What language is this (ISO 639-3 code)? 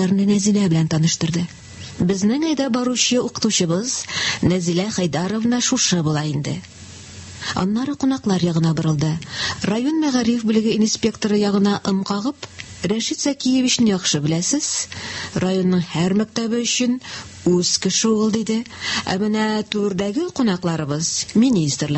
tat